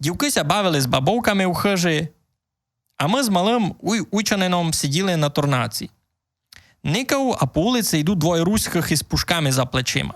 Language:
Rusyn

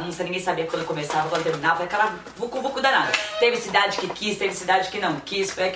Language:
Portuguese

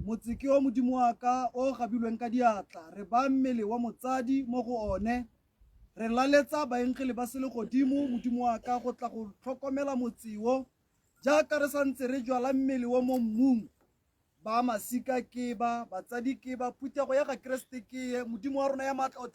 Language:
Tswana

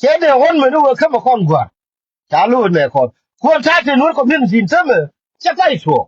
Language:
Nuer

